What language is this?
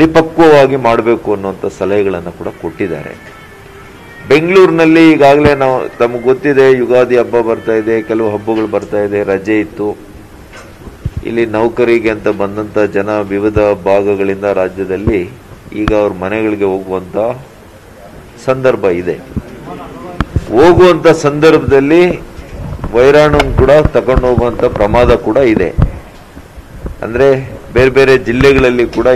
Kannada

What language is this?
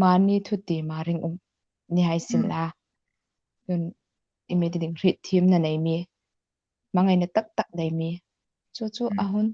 Hmar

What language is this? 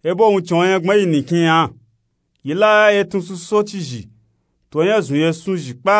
Nupe-Nupe-Tako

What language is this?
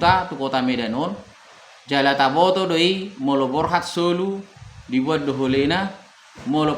Batak Toba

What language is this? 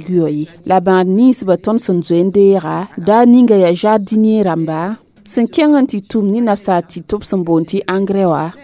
Mossi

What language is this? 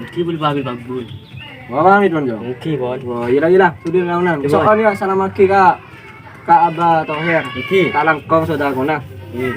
Madurese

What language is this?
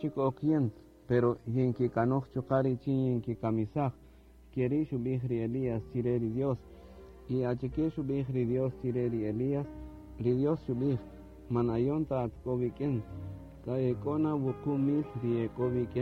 Kaqchikel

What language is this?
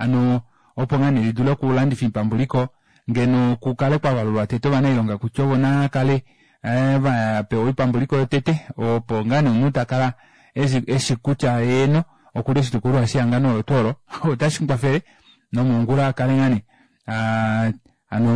Kuanyama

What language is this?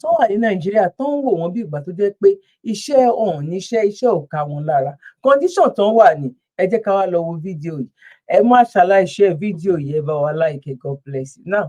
Yoruba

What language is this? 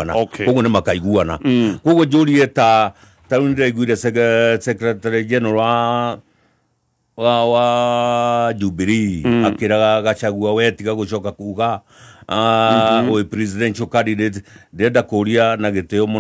Kikuyu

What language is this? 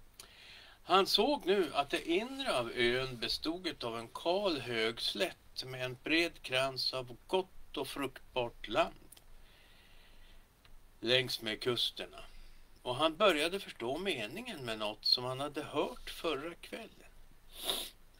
Swedish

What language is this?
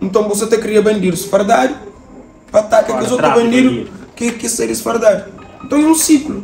Kabuverdianu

